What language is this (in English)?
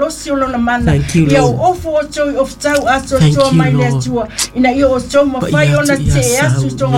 Samoan